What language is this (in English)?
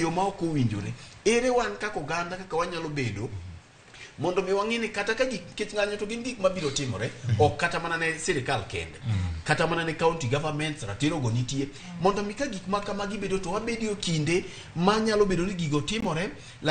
Luo (Kenya and Tanzania)